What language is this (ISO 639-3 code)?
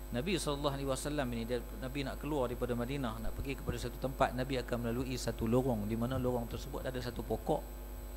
msa